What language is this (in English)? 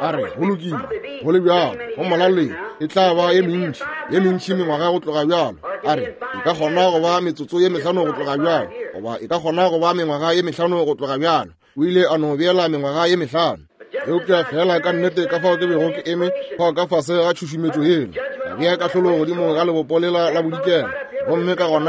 Northern Sotho